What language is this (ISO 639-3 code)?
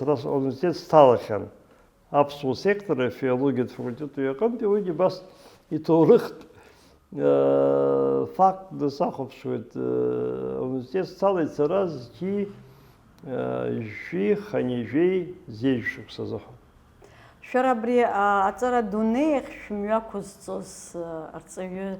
abk